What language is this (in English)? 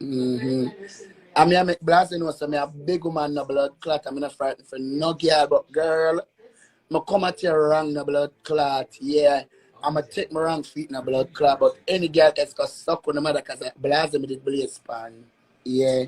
Jamaican Creole English